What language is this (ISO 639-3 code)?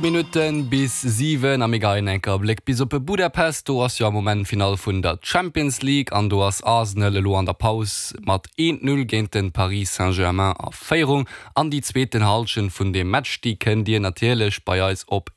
ltz